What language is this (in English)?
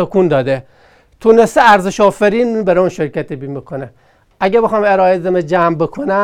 Persian